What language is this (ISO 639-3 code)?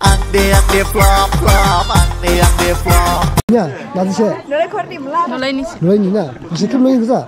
dis